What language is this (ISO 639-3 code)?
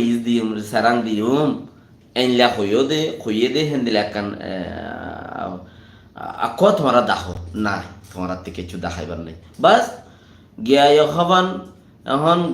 rhg